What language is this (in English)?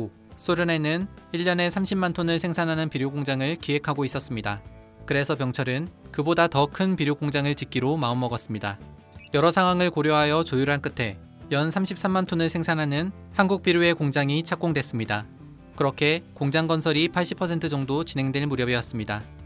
Korean